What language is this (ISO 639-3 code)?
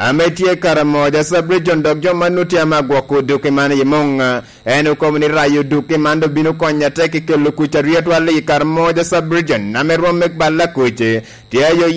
laj